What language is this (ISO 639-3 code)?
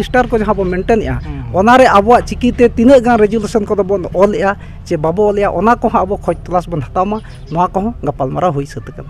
sat